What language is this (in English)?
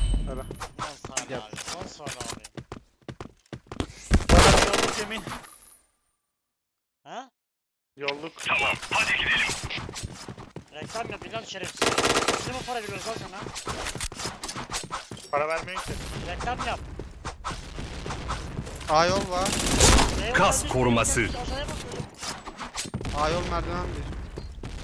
Turkish